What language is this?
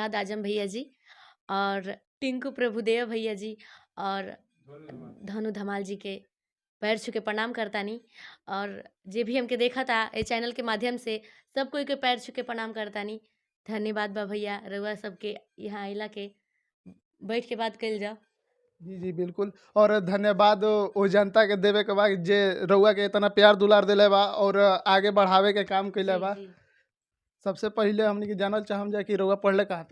Bhojpuri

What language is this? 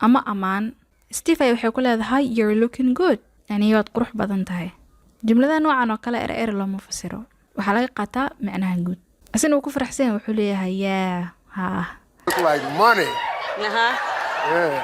Somali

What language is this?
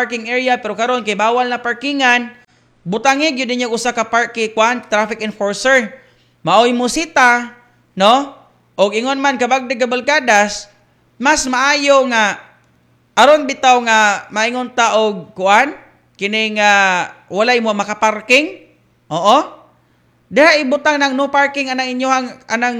Cebuano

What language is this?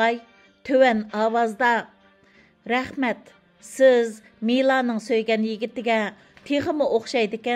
Uyghur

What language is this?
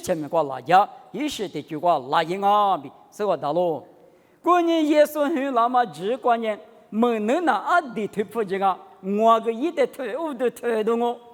Lisu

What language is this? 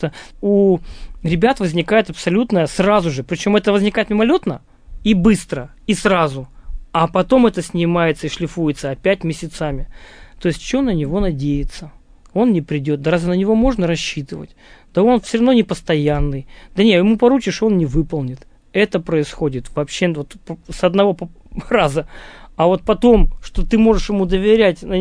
Russian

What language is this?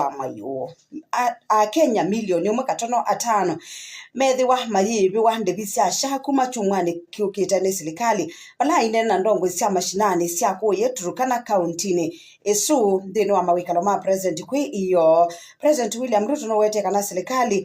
Kamba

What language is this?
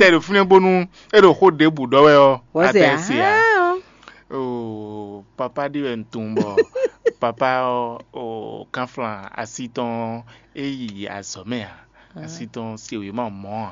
Fon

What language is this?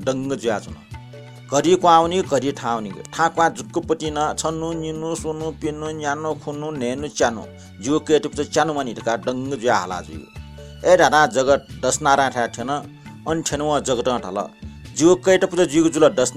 Newari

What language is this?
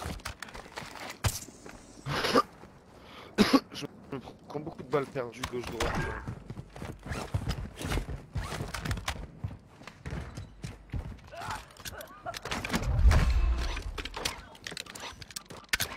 French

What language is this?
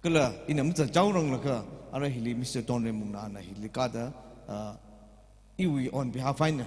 Tangkhul Naga (India)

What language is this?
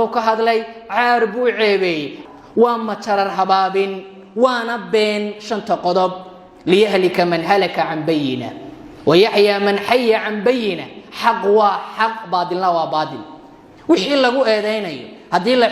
Somali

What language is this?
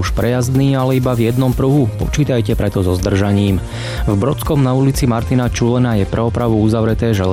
Slovak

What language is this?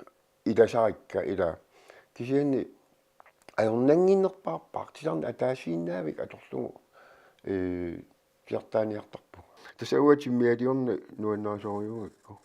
Kalaallisut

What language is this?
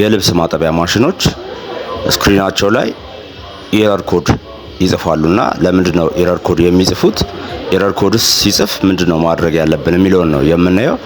Amharic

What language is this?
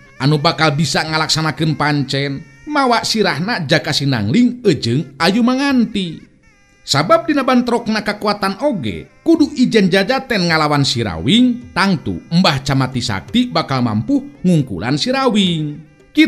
Sundanese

